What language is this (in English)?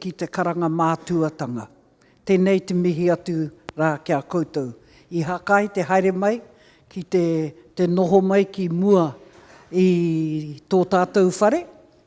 Māori